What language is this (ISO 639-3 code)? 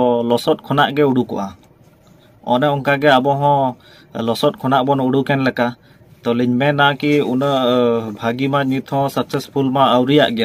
sat